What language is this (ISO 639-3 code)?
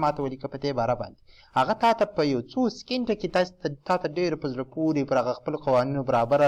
pus